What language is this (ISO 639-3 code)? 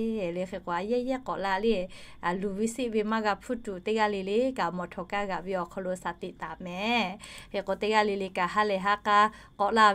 lhu